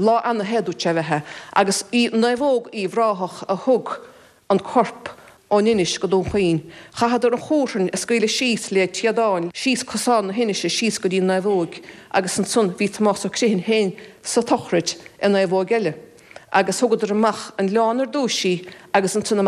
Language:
Irish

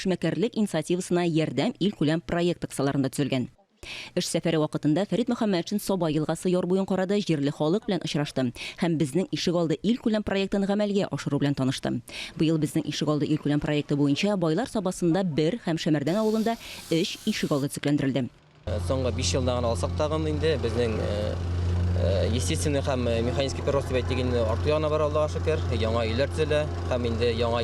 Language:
Tatar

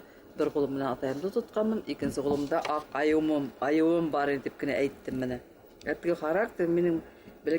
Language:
Bashkir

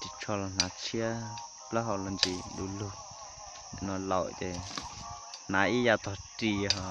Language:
Hmong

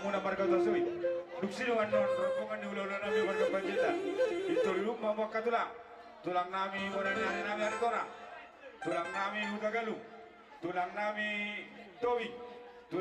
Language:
Batak Toba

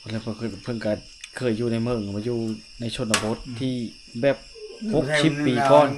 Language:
Lao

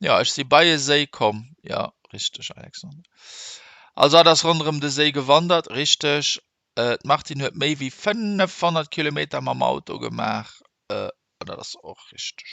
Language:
Luxembourgish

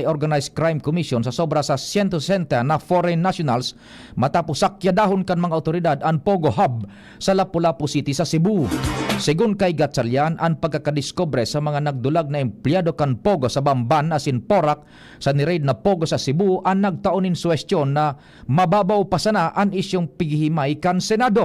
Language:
Bikol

